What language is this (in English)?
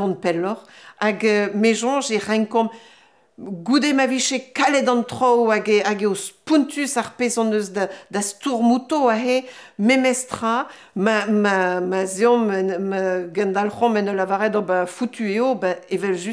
Breton